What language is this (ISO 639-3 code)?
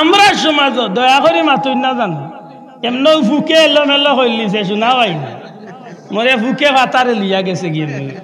syl